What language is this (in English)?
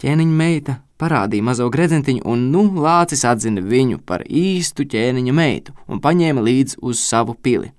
Latvian